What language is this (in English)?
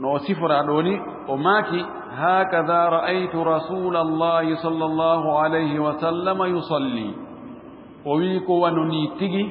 Fula